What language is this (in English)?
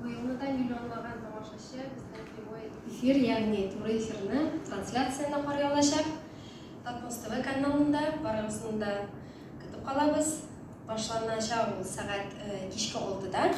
Tatar